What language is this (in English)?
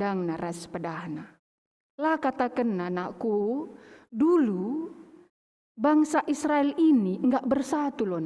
Batak Karo